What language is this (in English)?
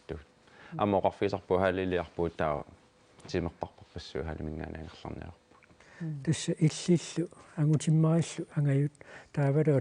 Kalaallisut